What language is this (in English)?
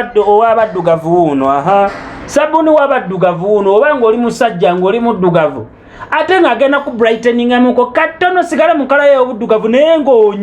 Ganda